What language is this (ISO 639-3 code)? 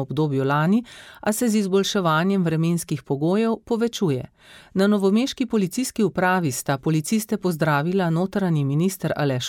slv